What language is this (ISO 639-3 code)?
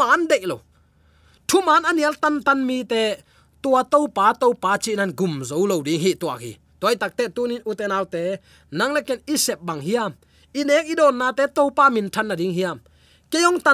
ctd